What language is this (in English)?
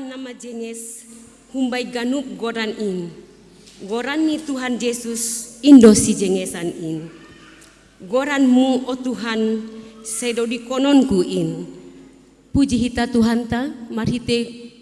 Batak Simalungun